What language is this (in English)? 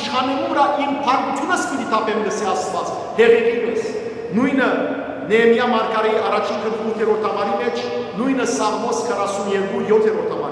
Western Armenian